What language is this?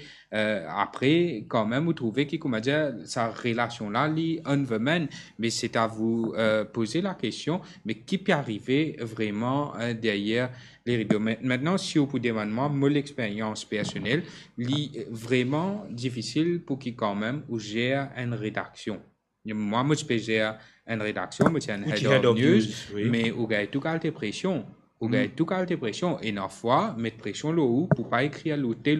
Morisyen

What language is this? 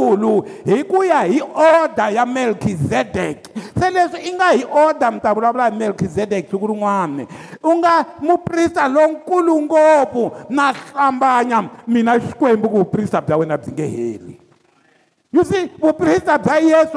Tsonga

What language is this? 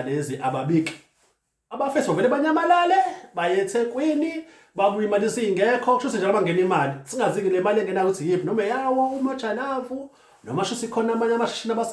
Zulu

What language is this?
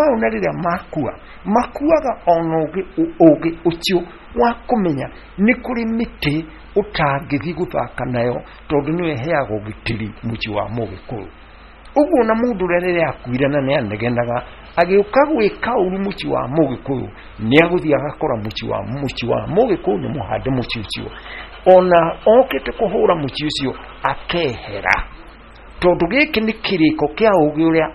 Kikuyu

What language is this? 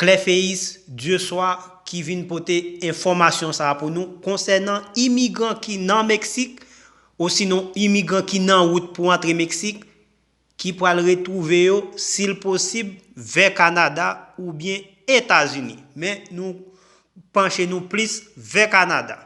Haitian Creole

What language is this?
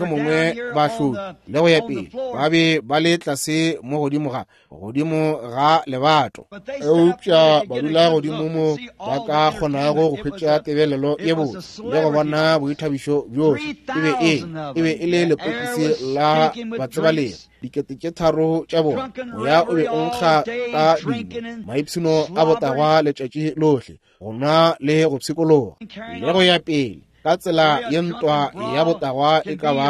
Northern Sotho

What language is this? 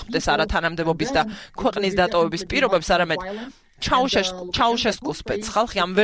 Georgian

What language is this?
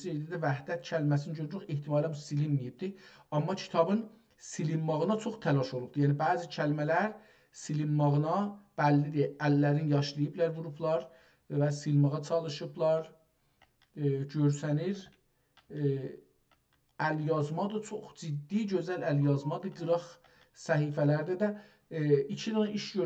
South Azerbaijani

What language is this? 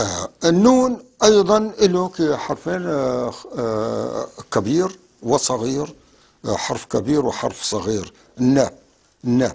North Levantine Arabic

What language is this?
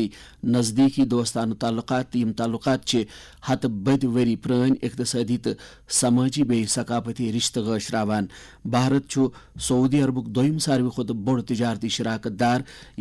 Kashmiri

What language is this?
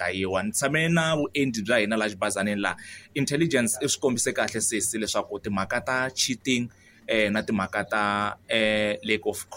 Tsonga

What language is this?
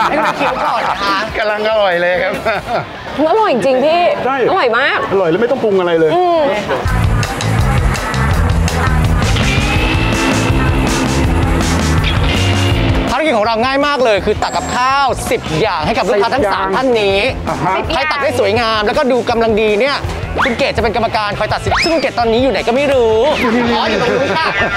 Thai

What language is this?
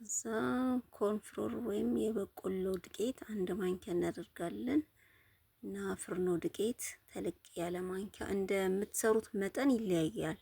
Amharic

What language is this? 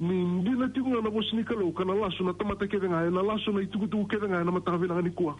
Fijian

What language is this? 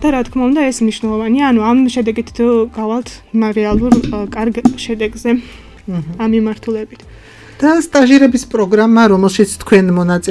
Georgian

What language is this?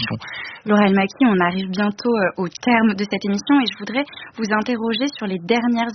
French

